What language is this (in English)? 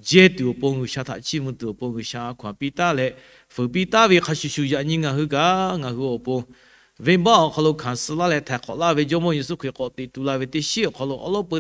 Lahu